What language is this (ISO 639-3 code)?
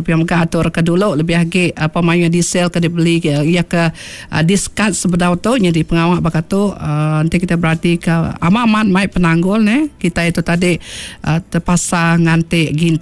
iba